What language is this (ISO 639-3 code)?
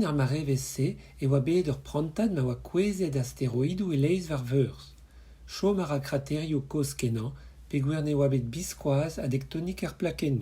bre